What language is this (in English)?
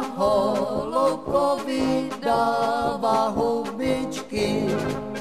Czech